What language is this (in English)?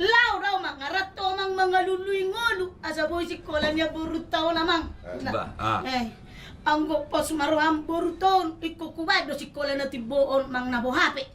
Batak Toba